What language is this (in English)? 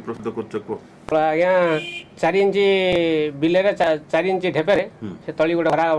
Odia